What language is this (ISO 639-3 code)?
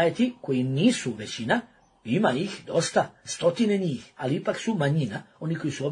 bos